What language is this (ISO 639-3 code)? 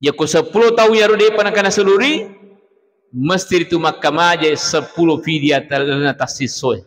bug